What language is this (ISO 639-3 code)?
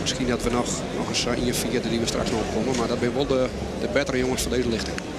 fry